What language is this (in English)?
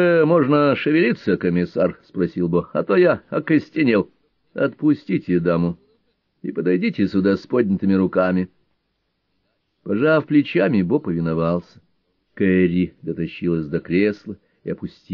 Russian